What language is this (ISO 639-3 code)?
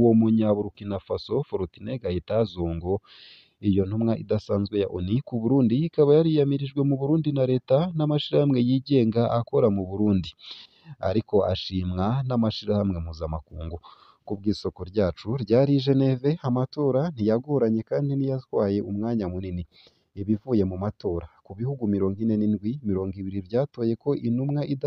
run